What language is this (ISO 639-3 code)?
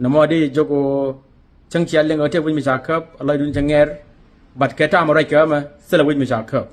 nus